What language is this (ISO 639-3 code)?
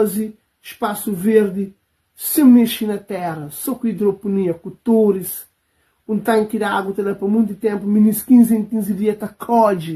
kea